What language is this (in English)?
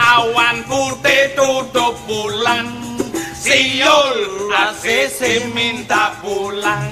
Balinese